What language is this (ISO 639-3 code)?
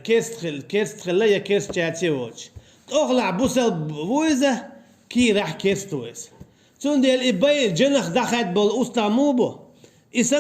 che